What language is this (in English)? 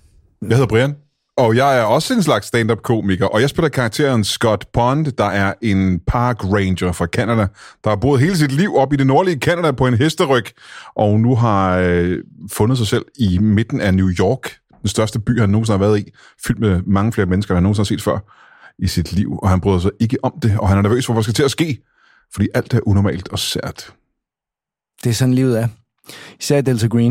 Danish